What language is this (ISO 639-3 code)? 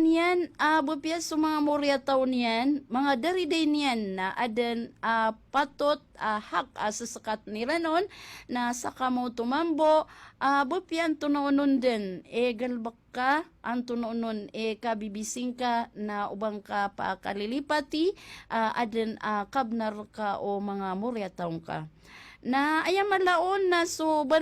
mrw